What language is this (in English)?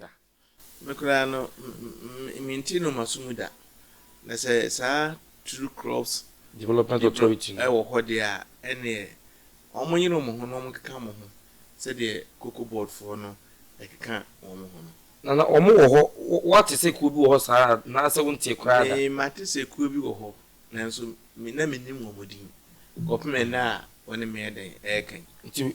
Akan